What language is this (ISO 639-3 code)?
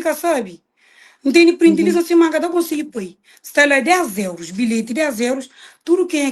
kea